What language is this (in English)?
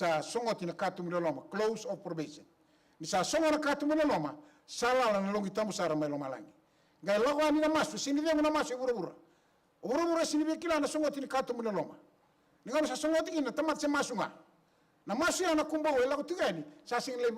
Fijian